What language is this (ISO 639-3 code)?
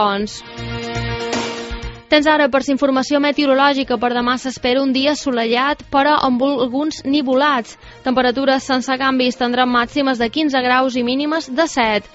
cat